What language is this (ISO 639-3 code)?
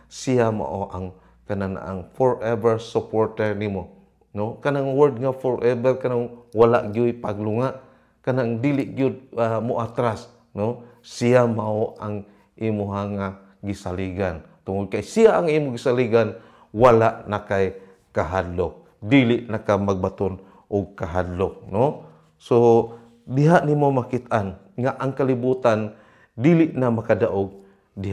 ceb